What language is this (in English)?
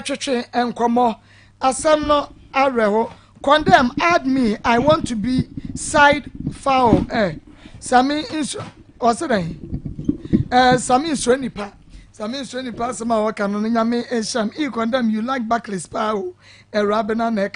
Akan